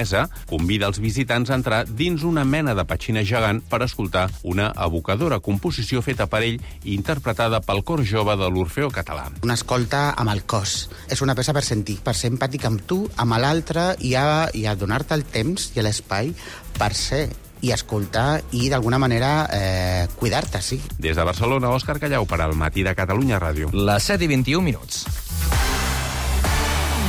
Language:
Catalan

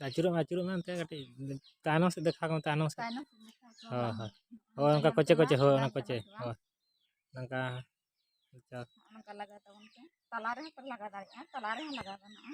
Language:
Santali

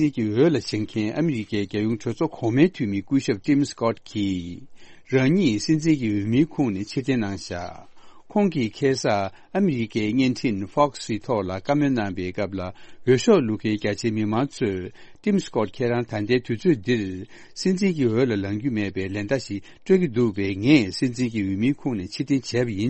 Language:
Tibetan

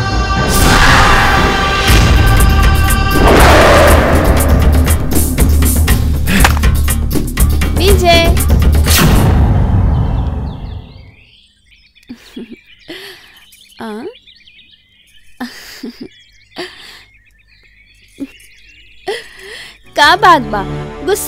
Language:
Bhojpuri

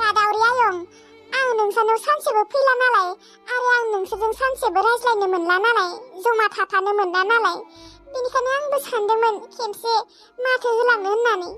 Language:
Bodo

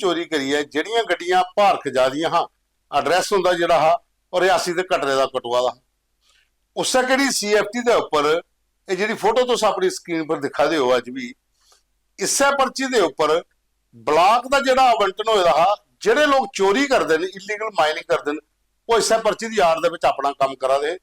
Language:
Dogri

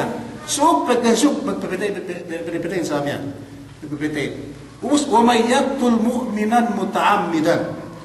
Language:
Yakan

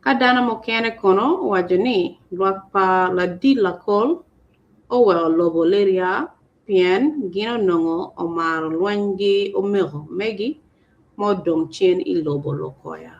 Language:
Acoli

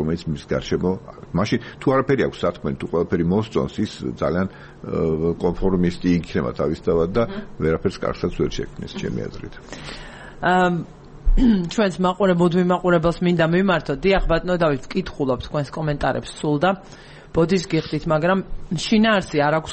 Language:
Georgian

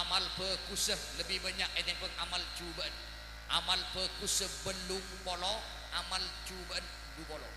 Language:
Madurese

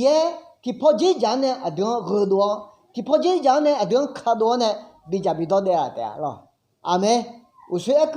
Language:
Akha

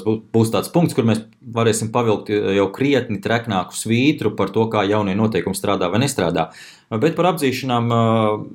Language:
Latvian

